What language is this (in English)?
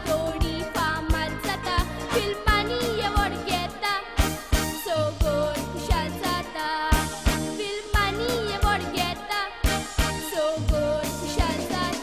Konkani